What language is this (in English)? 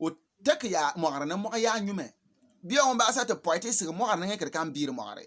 Bimoba